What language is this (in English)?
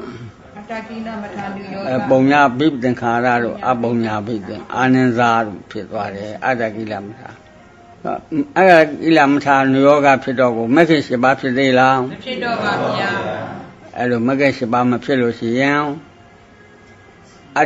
Burmese